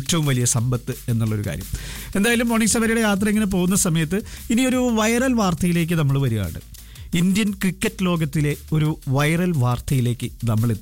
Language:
Malayalam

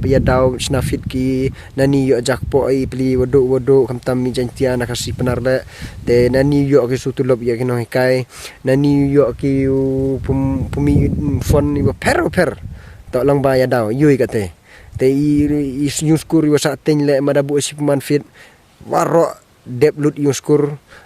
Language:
Pnar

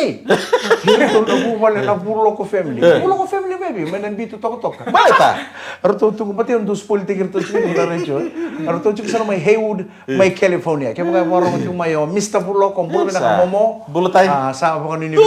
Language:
Fijian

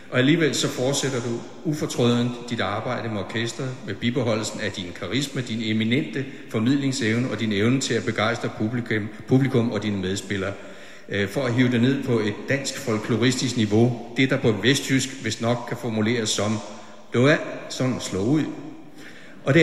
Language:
Danish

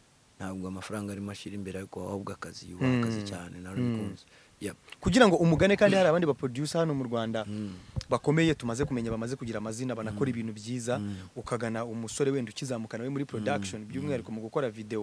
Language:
Kinyarwanda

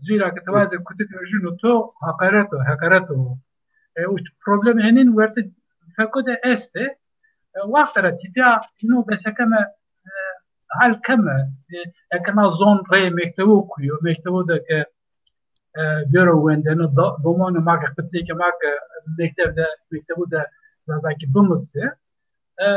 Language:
Zaza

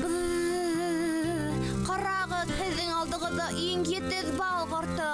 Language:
Bashkir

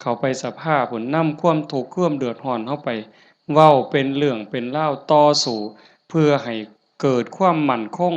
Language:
Northeastern Thai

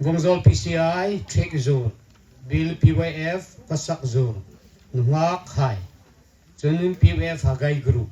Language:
Hmar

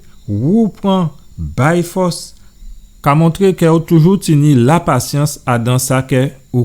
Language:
Guadeloupean Creole French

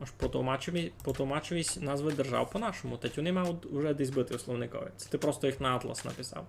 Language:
Rusyn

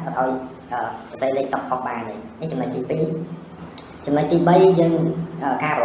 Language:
Khmer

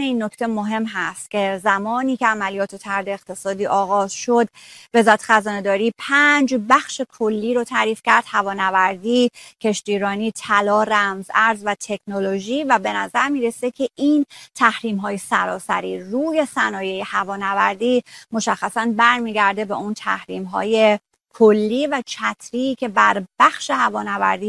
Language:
Persian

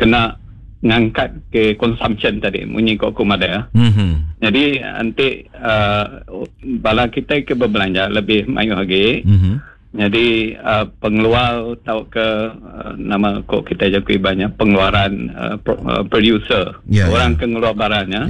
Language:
Iban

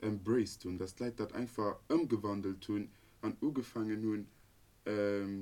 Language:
Luxembourgish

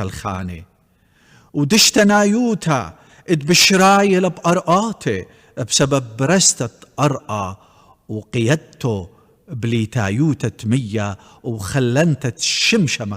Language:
Assyrian Neo-Aramaic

